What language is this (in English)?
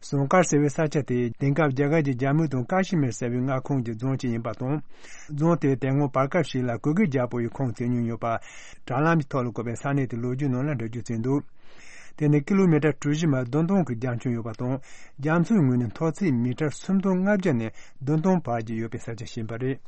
Tibetan